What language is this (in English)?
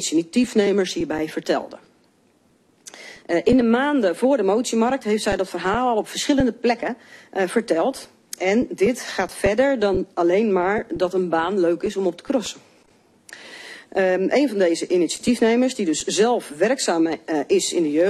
Dutch